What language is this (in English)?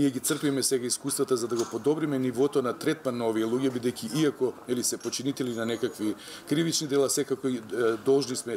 Macedonian